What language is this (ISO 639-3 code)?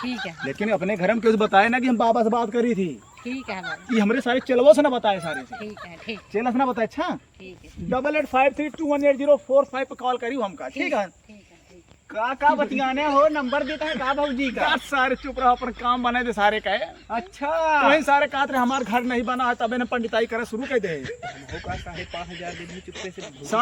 awa